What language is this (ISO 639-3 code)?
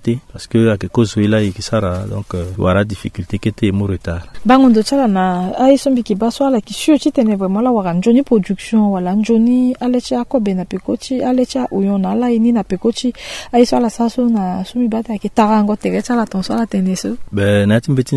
sag